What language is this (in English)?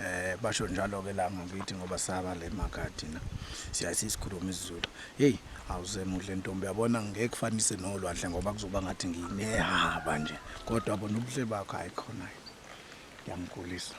Zulu